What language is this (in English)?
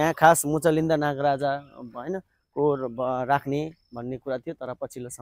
Nepali